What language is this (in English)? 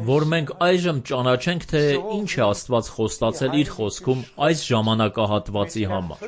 Armenian